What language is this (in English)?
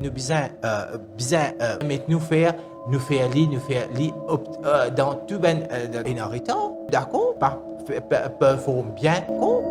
Morisyen